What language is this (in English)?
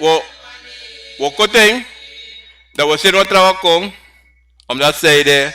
Sranan Tongo